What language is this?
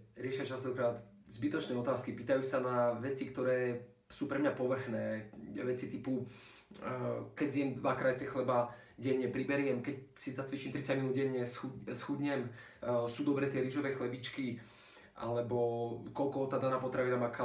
Slovak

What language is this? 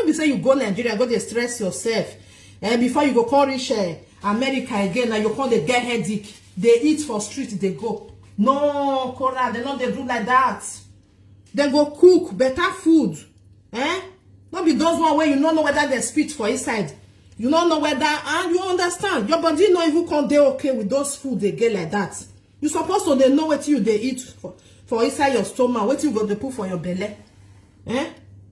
Nigerian Pidgin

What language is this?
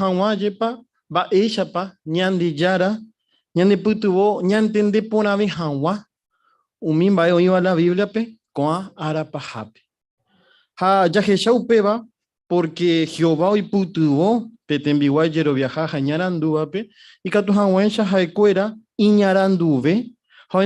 Guarani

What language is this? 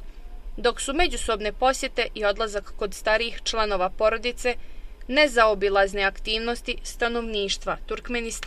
Bosnian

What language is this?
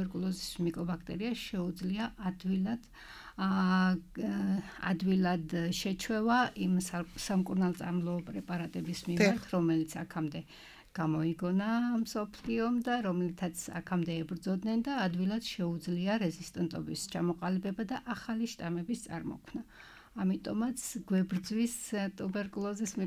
Georgian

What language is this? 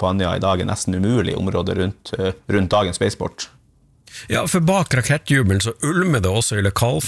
Norwegian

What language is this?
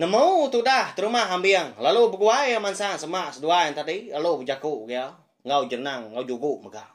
Iban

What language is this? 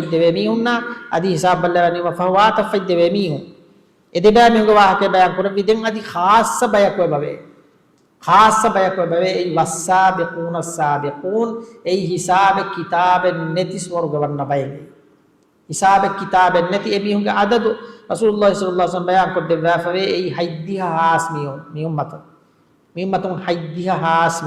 Divehi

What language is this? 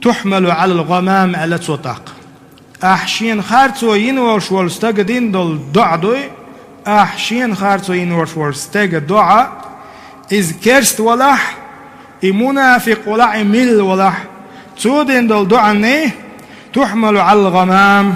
Chechen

